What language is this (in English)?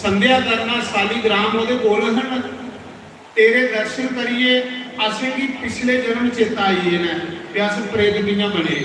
Dogri